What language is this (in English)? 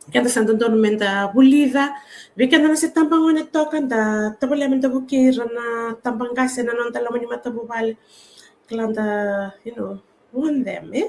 Fijian